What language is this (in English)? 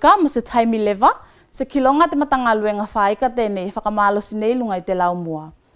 Tuvalu